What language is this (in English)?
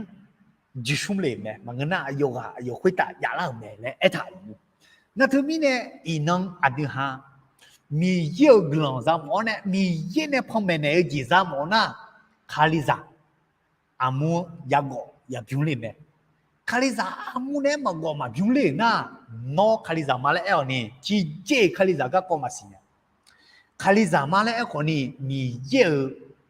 Akha